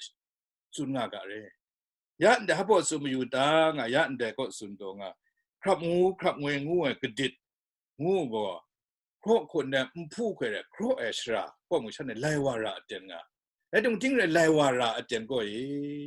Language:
Kachin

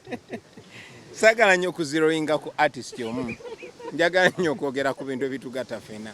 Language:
Ganda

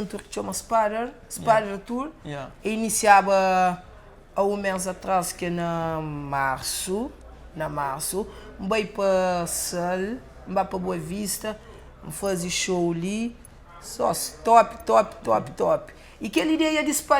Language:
Kabuverdianu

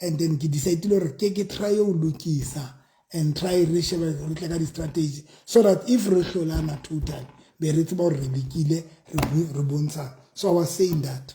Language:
Southern Sotho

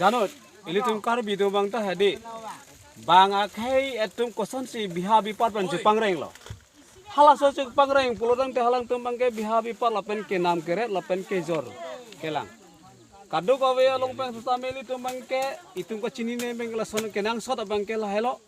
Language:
Karbi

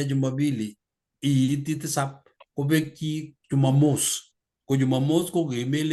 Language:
Kalenjin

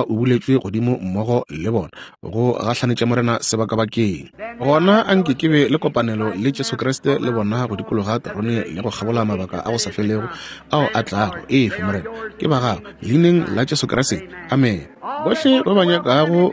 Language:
Northern Sotho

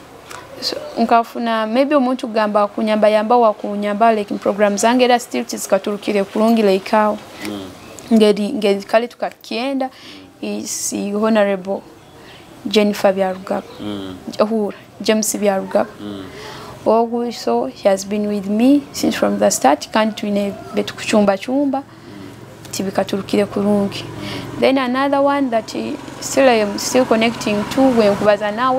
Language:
Nyoro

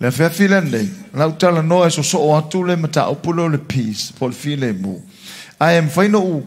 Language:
Samoan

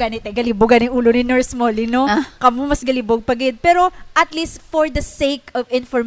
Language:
Hiligaynon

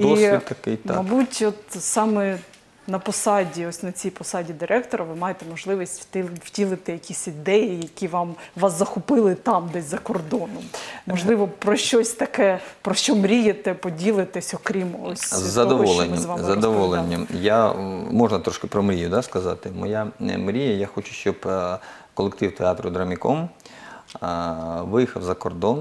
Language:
Ukrainian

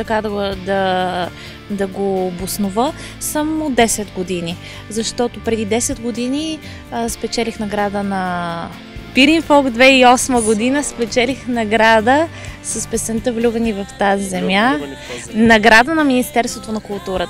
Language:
Bulgarian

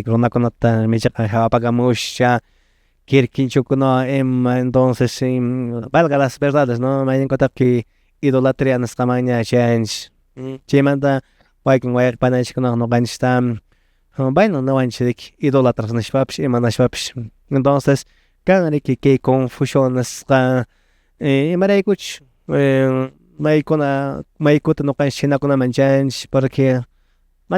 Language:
Quechua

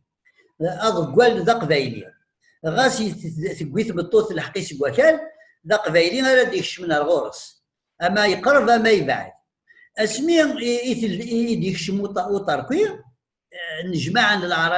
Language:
Kabyle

